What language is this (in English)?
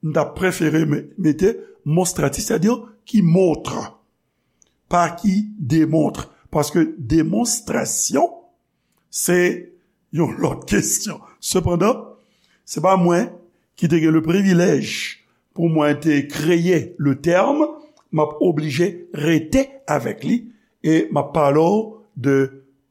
Haitian Creole